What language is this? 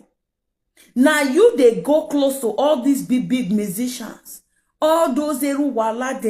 Nigerian Pidgin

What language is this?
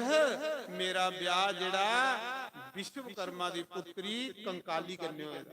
Dogri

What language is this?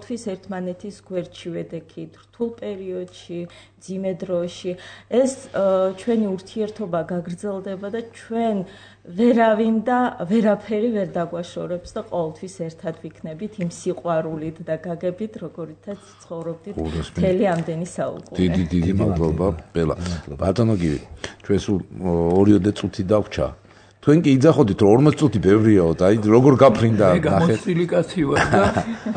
Georgian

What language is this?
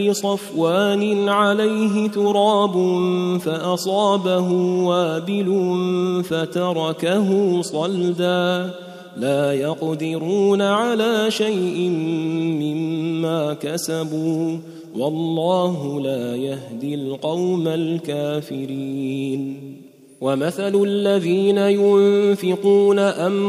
Arabic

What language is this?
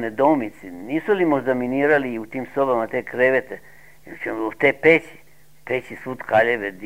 Serbian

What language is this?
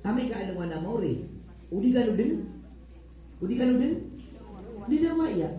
Maranao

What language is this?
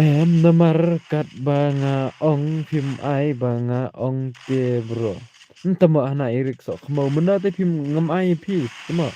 Khasi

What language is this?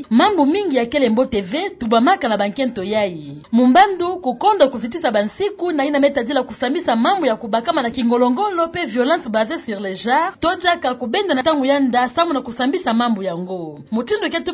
Kituba (Democratic Republic of Congo)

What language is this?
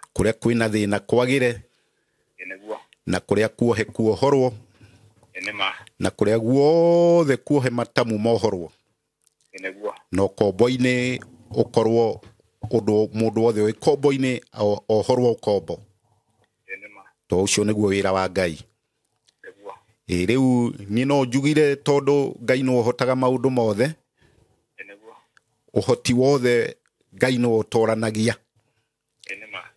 Kikuyu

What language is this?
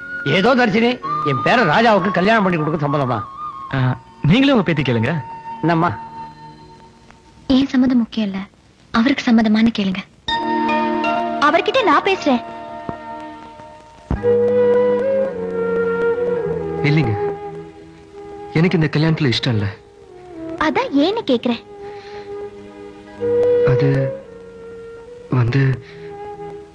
Tamil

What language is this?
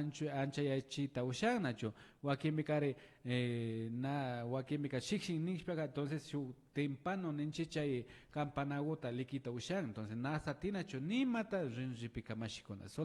Imbabura Highland Quichua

